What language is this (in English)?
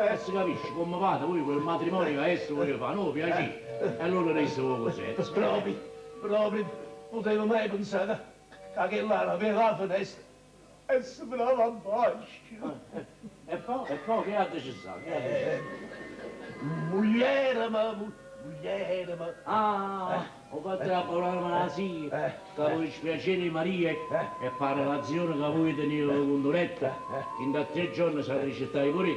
Neapolitan